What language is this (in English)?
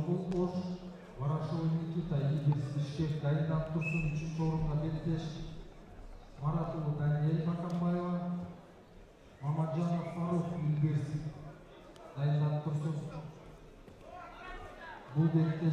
Kyrgyz